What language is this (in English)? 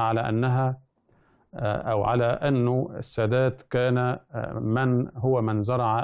Egyptian Arabic